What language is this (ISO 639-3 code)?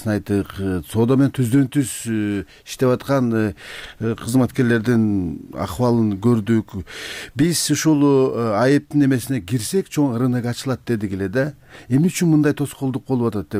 kir